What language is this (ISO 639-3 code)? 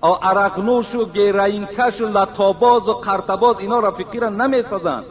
tgk